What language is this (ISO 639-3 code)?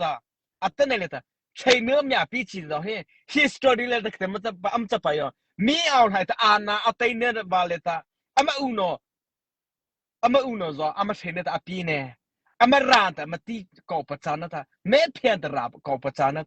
mrh